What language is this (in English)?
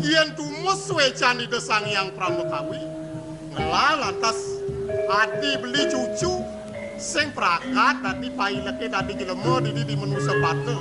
Balinese